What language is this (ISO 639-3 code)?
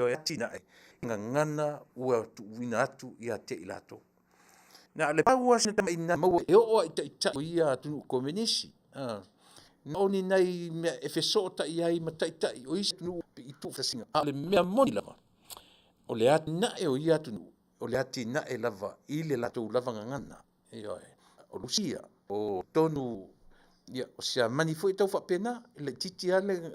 smo